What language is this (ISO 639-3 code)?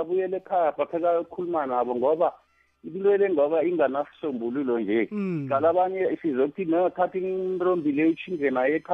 nbl